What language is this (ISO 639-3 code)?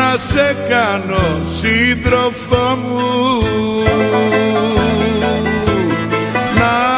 ell